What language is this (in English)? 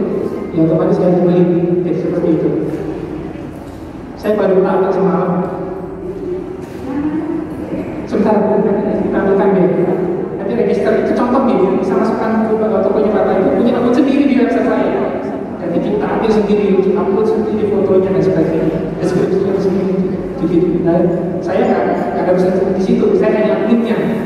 Indonesian